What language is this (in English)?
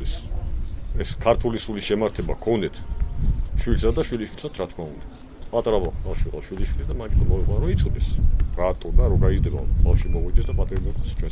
Georgian